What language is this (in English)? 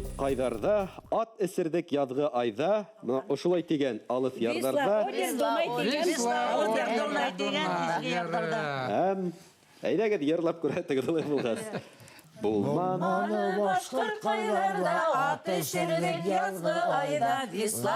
Bashkir